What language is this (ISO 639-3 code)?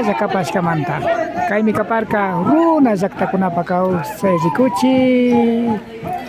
qvi